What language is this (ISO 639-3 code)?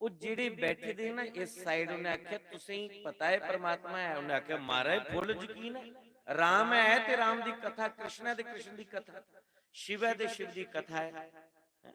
doi